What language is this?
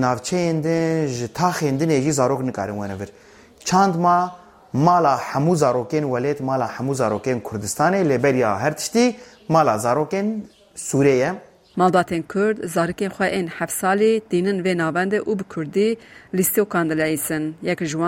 Kurdish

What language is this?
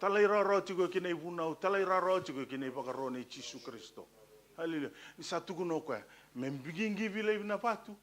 Fijian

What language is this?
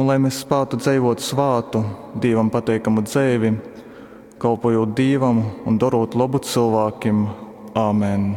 Latgalian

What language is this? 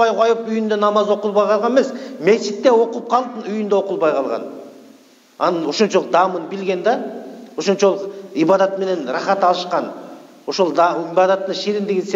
Kyrgyz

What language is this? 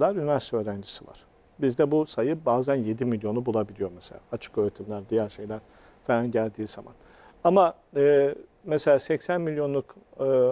Turkish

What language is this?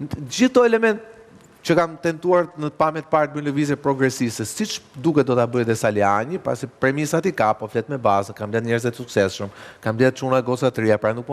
Albanian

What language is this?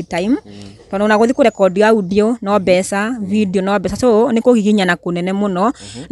Kikuyu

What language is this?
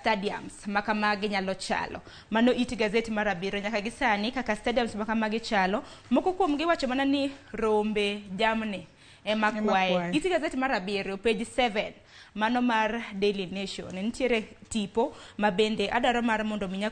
Luo (Kenya and Tanzania)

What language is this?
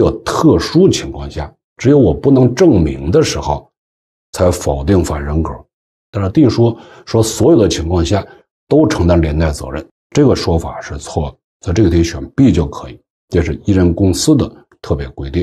Chinese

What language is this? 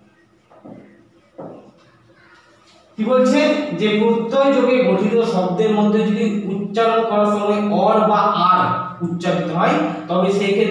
Bangla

